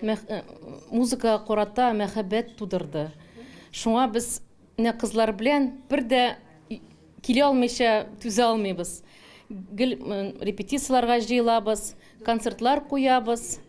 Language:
Tatar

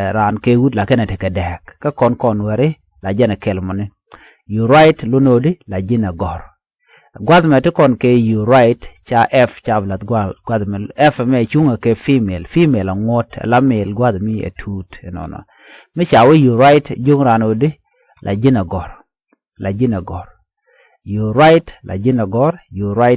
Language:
Nuer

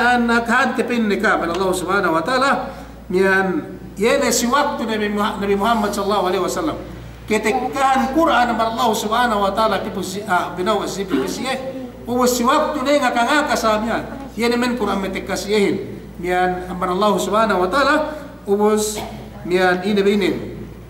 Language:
Yakan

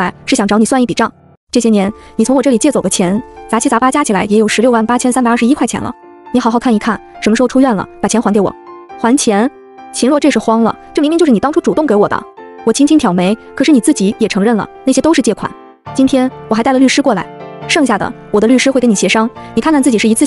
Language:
Chinese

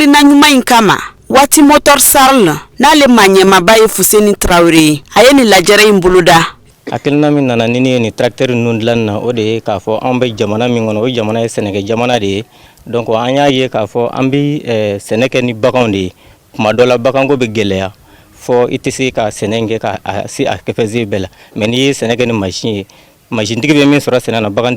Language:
Bambara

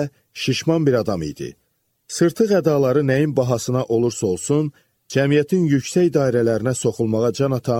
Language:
Azerbaijani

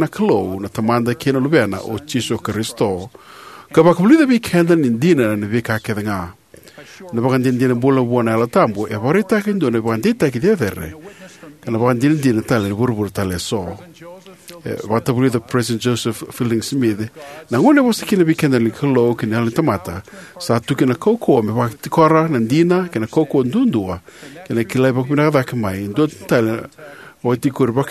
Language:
Fijian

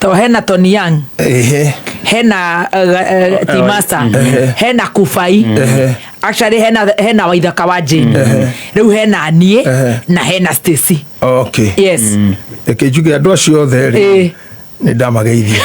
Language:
Kikuyu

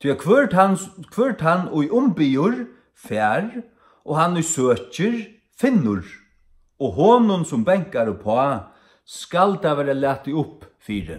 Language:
Faroese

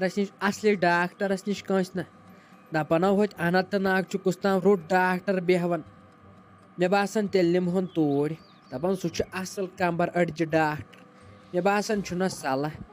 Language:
Kashmiri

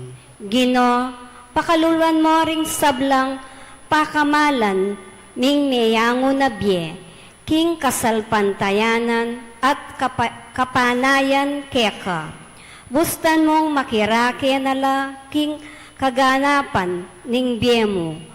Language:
Pampanga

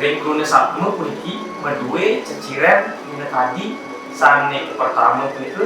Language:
Balinese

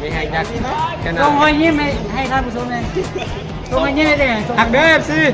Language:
Lao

